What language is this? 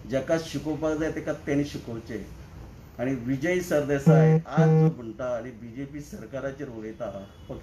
Konkani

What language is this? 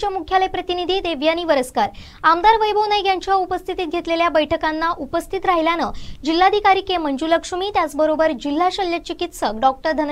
Marathi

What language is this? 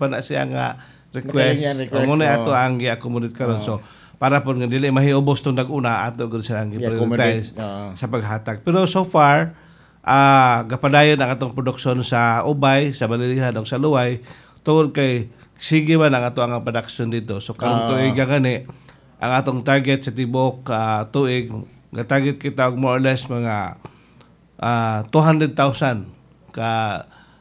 Cebuano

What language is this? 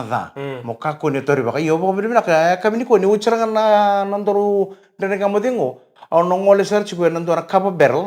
Fijian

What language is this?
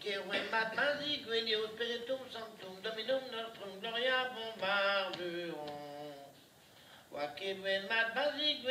Breton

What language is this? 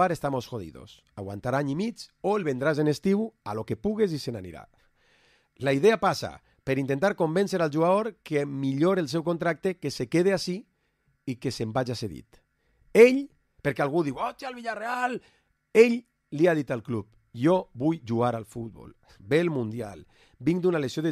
Catalan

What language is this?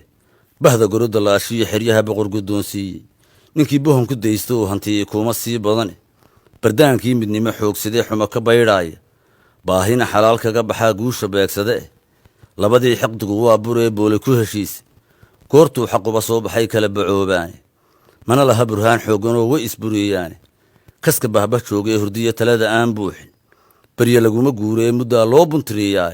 Somali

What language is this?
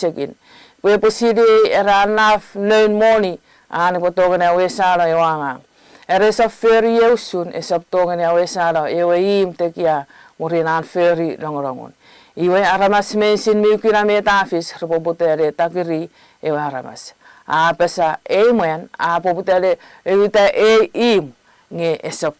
Chuukese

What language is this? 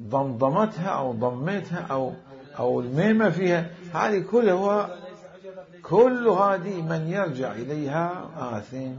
Mesopotamian Arabic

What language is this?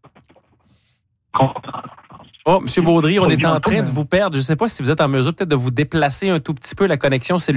French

